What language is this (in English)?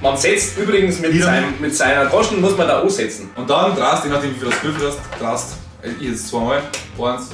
Bavarian